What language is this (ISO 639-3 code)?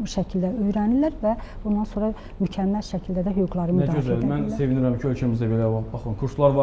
aze